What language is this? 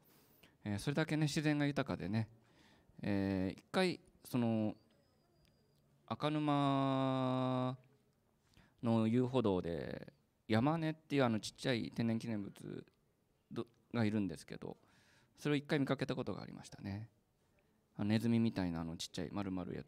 Japanese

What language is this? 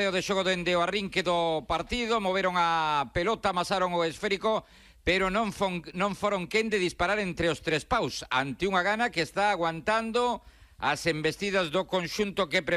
Galician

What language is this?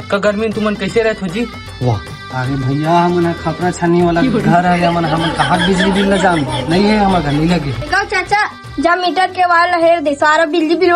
Chhattisgarhi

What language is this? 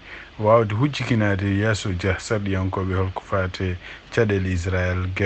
Fula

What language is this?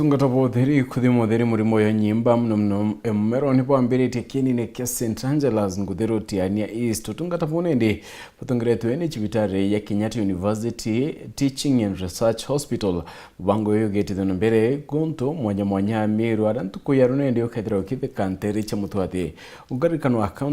Meru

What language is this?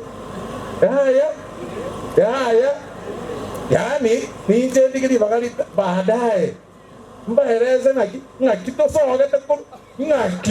Gusii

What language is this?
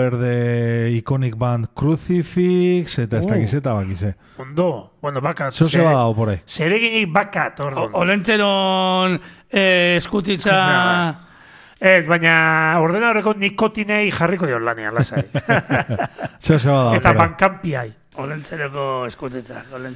Basque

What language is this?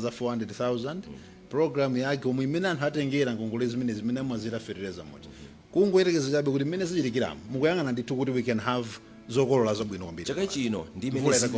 Nyanja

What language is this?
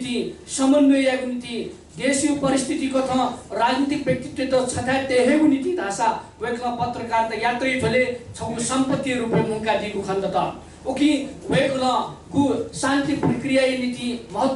Newari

